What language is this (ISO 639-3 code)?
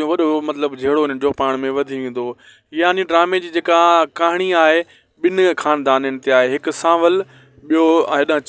snd